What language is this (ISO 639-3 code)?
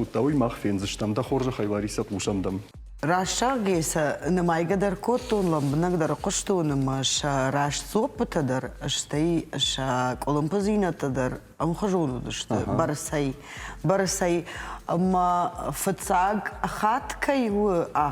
oss